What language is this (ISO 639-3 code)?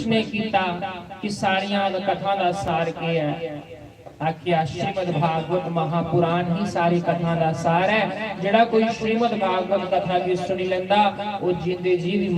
doi